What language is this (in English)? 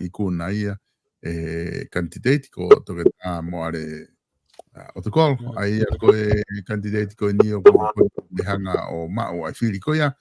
Tongan